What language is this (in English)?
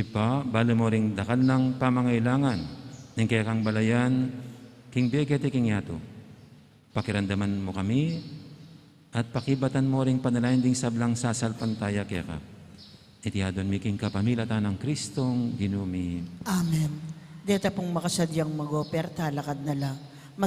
Pampanga